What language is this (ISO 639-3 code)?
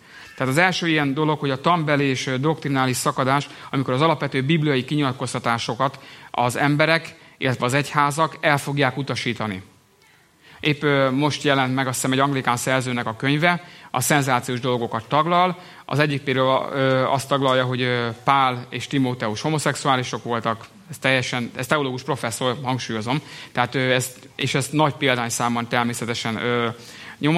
hun